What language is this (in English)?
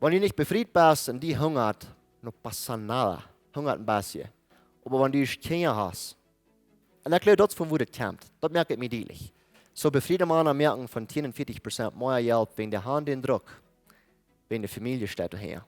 Plautdietsch